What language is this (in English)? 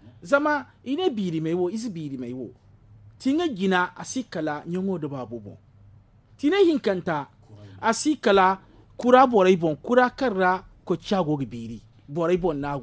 Zarma